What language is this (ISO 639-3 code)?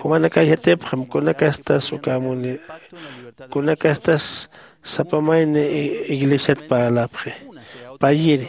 aym